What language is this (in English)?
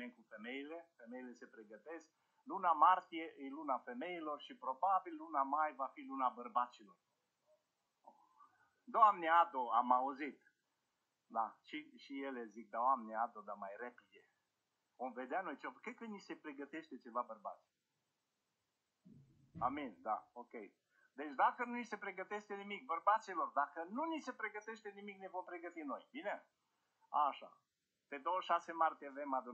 Romanian